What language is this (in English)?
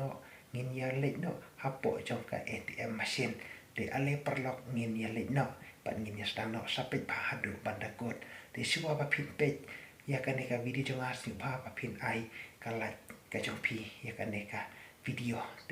Khasi